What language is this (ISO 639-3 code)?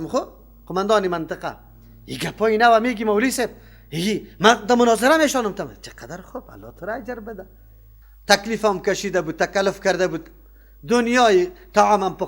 fas